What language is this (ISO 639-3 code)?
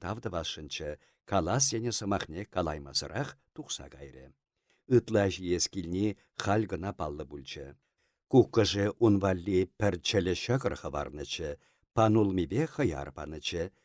chv